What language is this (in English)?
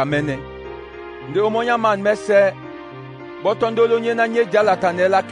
Duala